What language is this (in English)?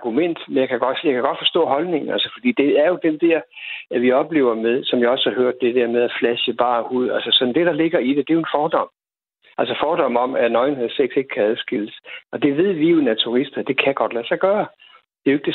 Danish